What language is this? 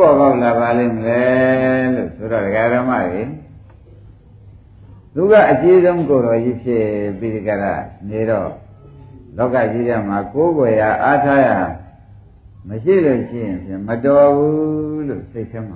Burmese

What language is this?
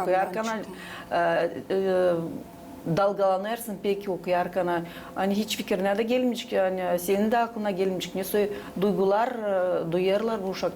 Gagauz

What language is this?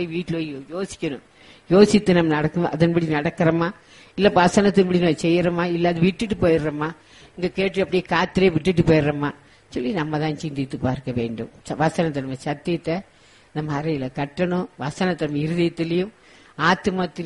Tamil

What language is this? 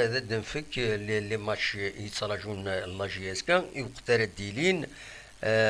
Kabyle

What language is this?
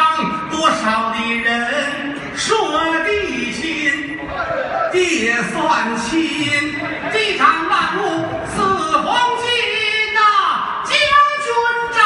Chinese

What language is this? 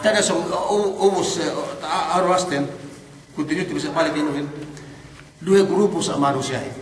Yakan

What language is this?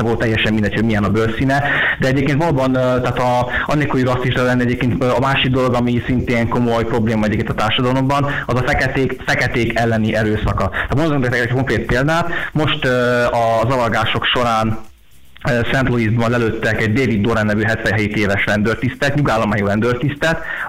Hungarian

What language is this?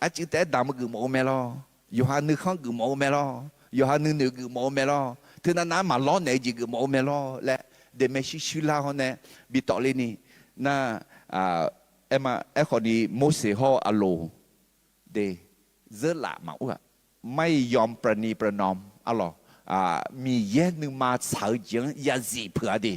Akha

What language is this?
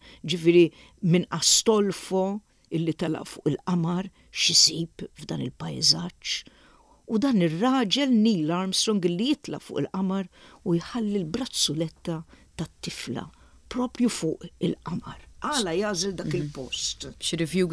Maltese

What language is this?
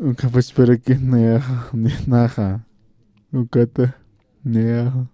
Aymara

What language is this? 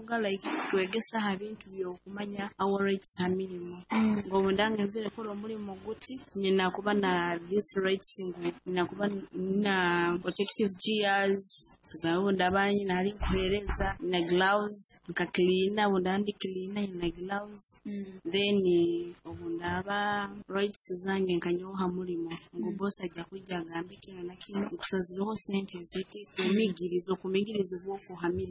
Nyoro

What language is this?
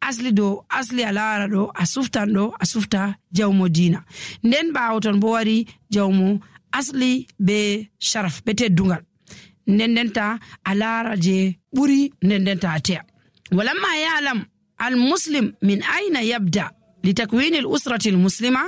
Nigerian Fulfulde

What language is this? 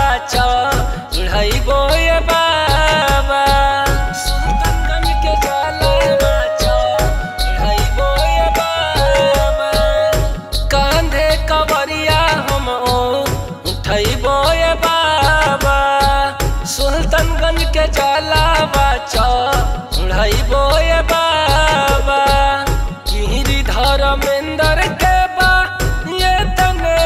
Bhojpuri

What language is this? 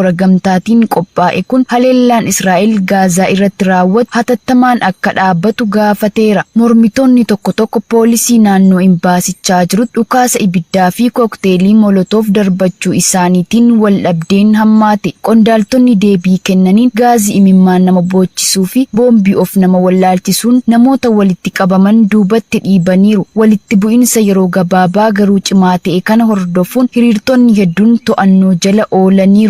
Oromo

